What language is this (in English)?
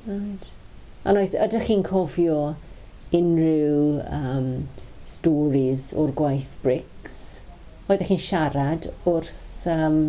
Welsh